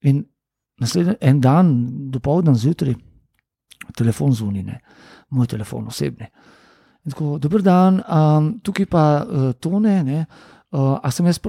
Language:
Slovenian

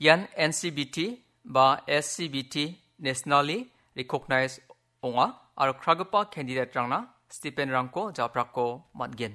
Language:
Garo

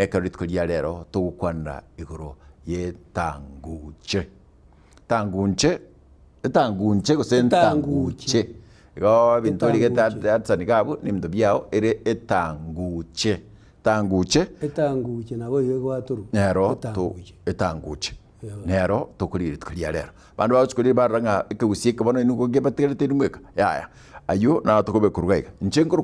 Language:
Gusii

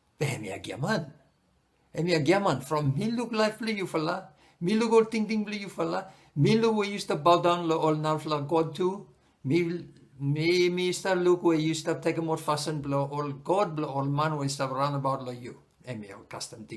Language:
Bislama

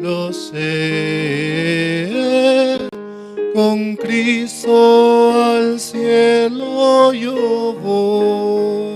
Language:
South Bolivian Quechua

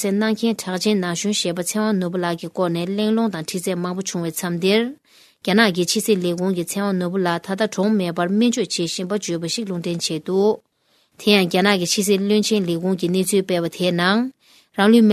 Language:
Tibetan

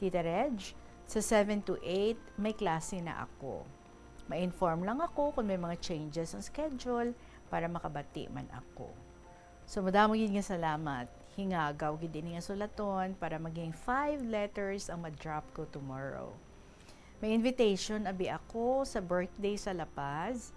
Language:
Hiligaynon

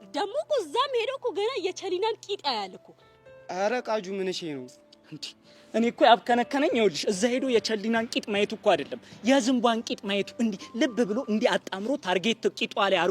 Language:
Amharic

